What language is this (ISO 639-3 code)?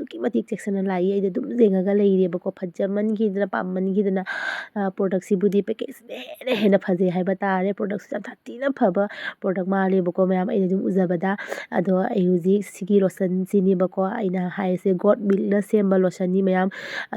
mni